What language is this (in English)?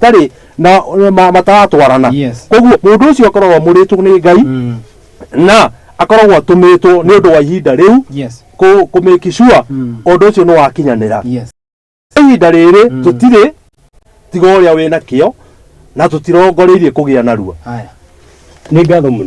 Kikuyu